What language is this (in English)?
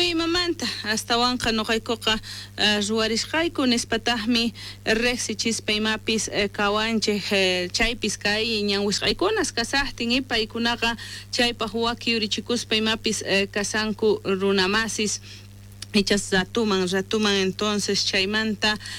South Bolivian Quechua